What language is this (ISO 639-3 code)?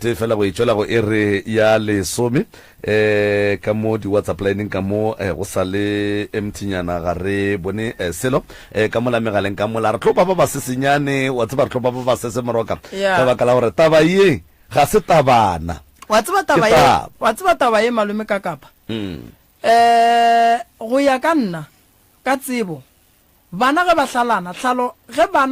nso